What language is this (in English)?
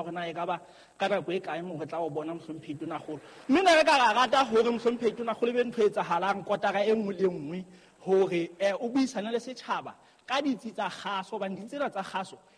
Southern Sotho